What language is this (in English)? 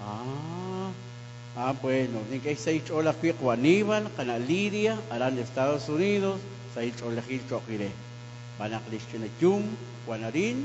Kekchí